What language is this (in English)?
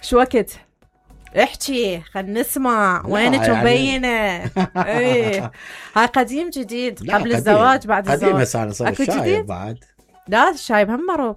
Mesopotamian Arabic